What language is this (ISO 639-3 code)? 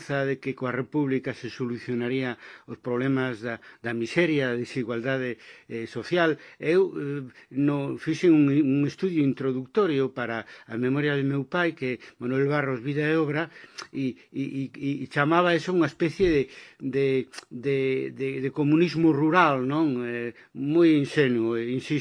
glg